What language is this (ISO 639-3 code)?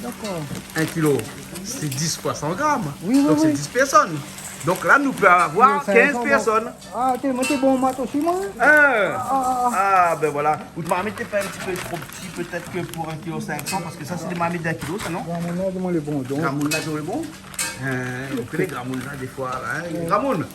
rcf